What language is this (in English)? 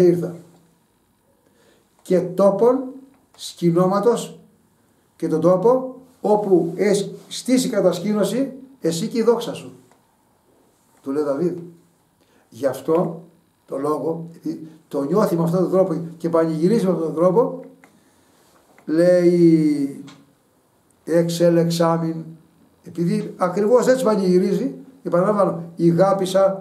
Greek